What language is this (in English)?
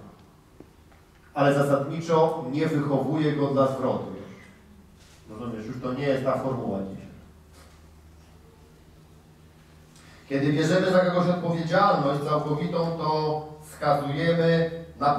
Polish